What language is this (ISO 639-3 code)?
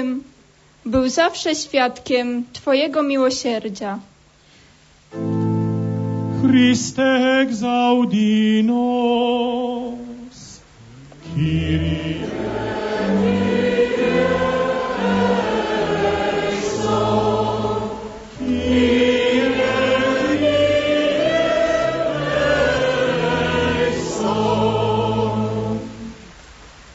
pol